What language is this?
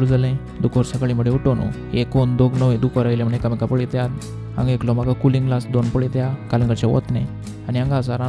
Konkani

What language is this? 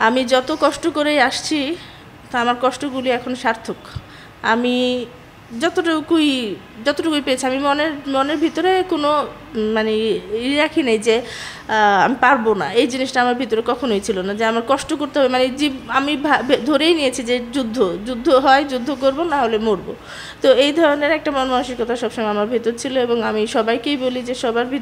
Bangla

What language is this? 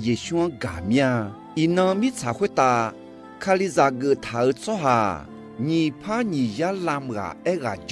Akha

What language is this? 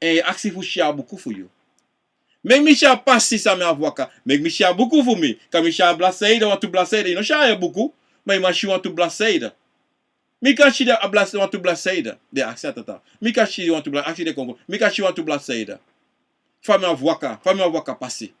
Sranan Tongo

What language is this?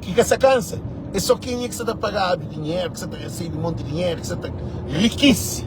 Kabuverdianu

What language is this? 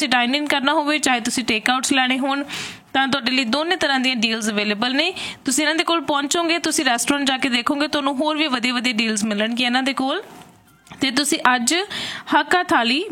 Punjabi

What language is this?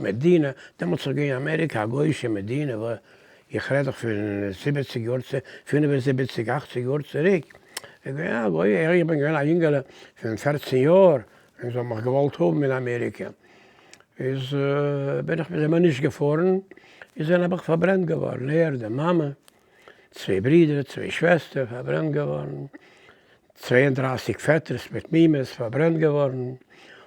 Yiddish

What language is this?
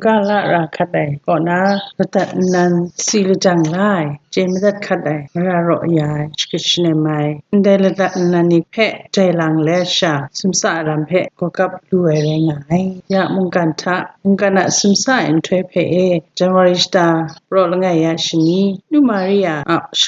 Kachin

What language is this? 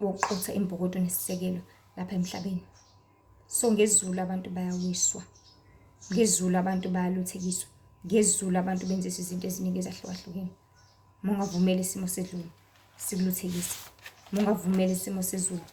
Zulu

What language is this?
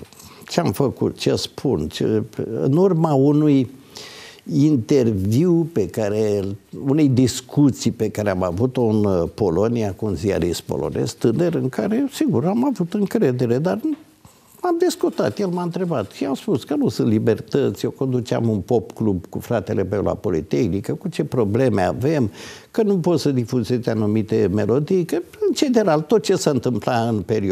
Romanian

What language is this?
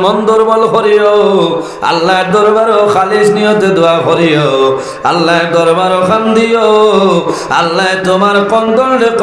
Sylheti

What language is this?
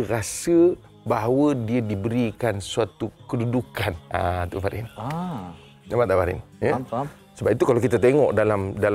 Malay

